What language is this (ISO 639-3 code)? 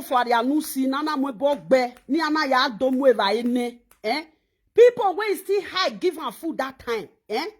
pcm